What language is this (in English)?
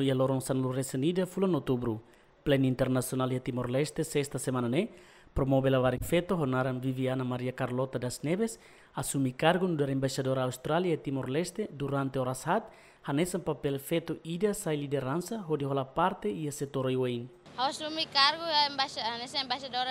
Tetum